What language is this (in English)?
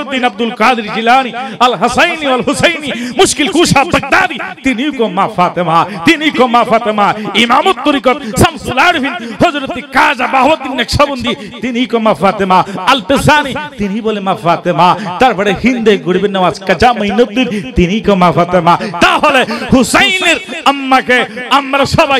Bangla